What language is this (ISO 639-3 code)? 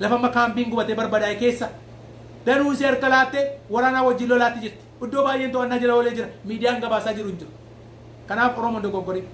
orm